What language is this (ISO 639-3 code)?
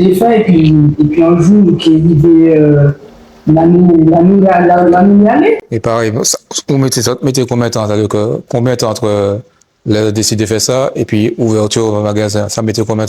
gcf